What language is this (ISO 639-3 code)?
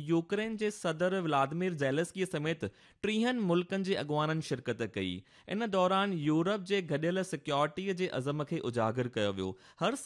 snd